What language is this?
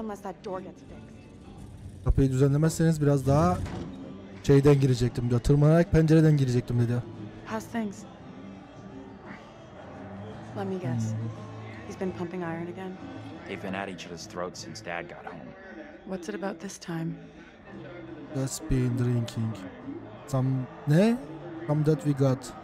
Turkish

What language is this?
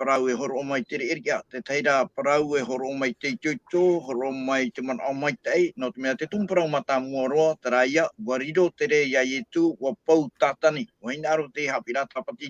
Tahitian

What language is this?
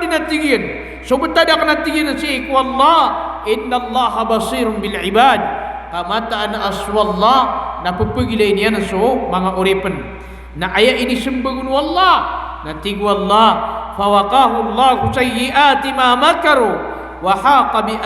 Maranao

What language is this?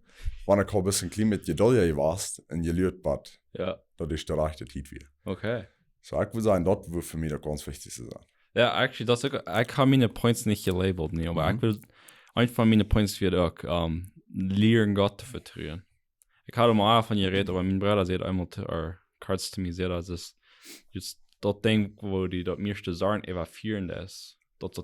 Plautdietsch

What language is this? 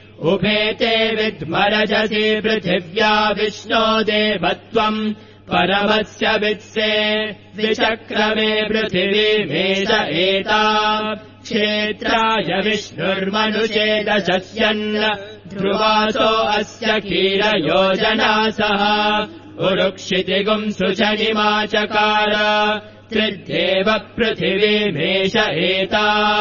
Sanskrit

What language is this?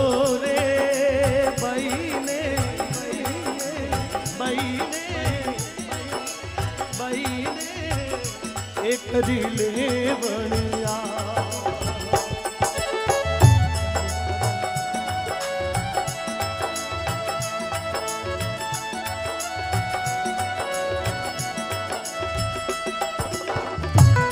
Hindi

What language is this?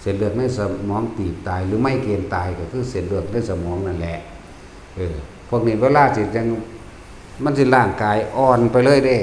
Lao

